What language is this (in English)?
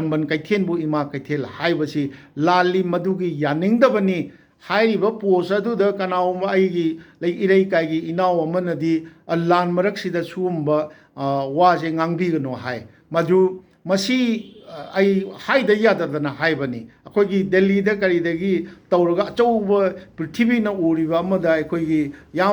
Manipuri